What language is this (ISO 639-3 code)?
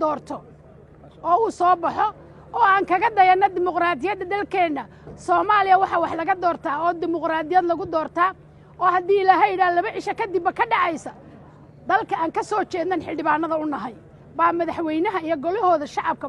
som